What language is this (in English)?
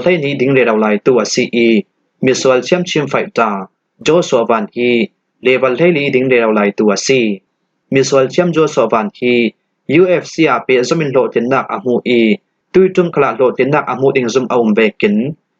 Falam Chin